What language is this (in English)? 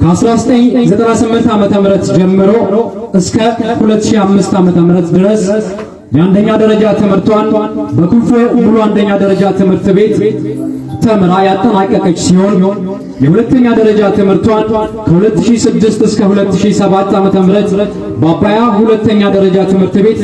Amharic